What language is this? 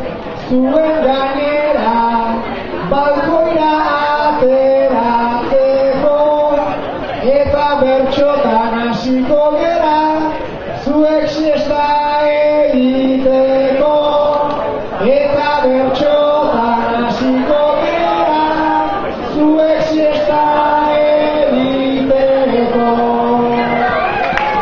Basque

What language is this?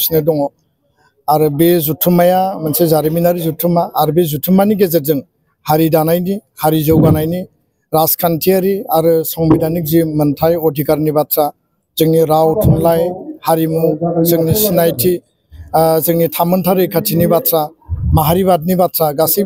Bodo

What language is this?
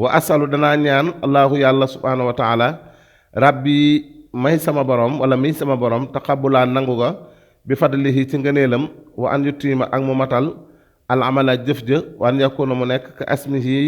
Wolof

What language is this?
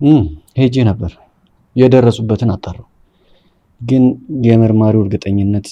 Amharic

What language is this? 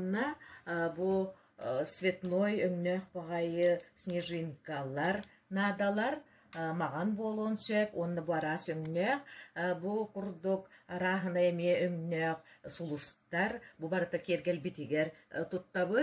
Yakut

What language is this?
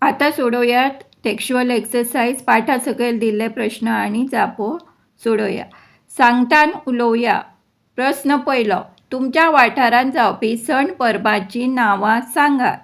Konkani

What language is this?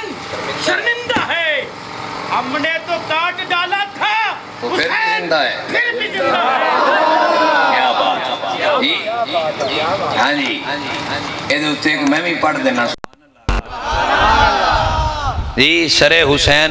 Urdu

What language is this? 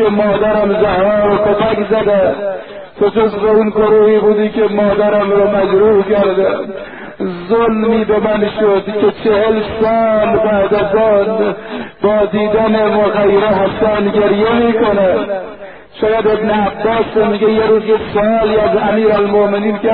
Persian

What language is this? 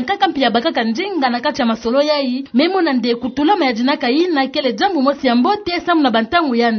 Kituba (Democratic Republic of Congo)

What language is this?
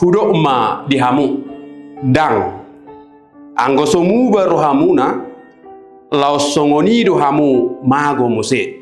Batak Toba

